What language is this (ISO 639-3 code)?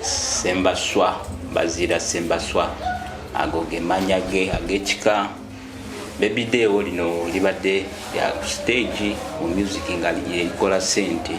lug